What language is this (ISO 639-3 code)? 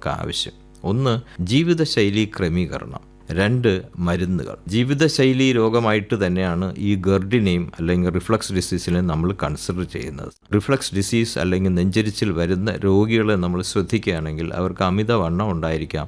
mal